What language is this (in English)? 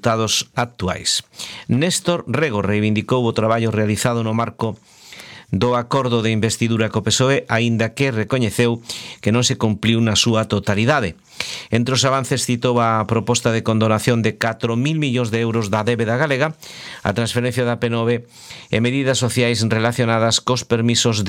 Galician